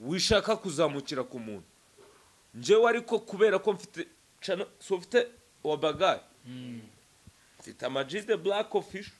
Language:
Kinyarwanda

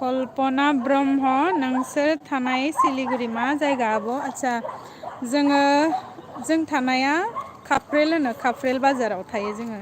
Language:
Bodo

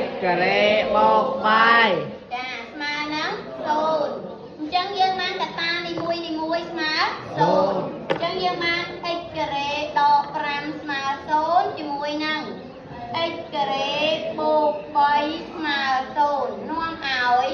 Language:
Khmer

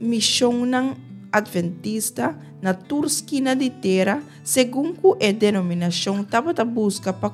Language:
Papiamento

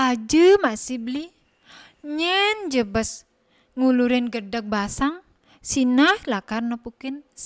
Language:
Balinese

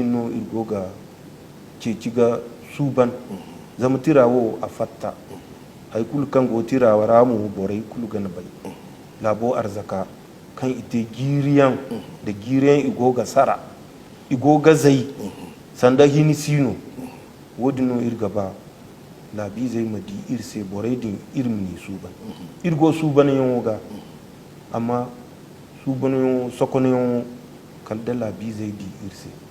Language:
Zarma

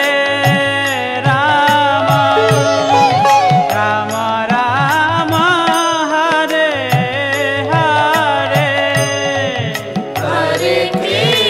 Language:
Hindi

